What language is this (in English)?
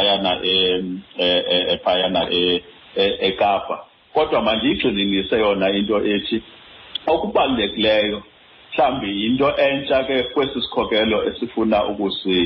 Xhosa